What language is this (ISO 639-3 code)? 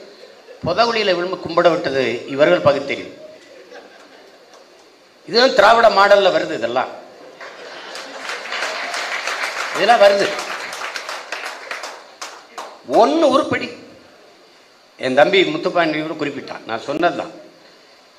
tam